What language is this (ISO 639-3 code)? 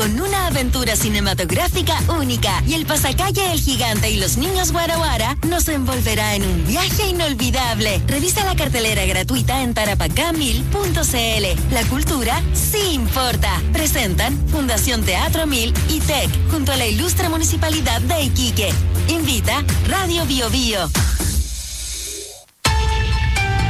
spa